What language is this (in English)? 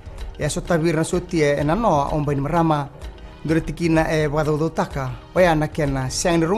Fijian